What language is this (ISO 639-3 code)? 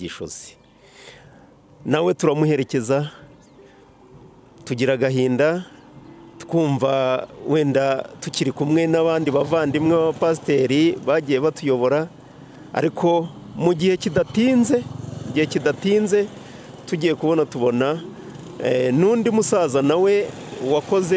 kin